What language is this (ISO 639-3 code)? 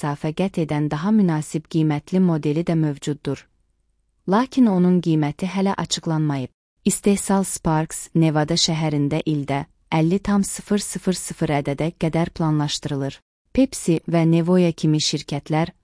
aze